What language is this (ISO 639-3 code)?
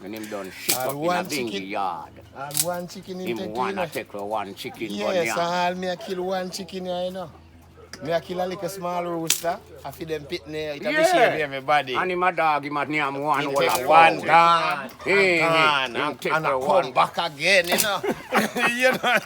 jam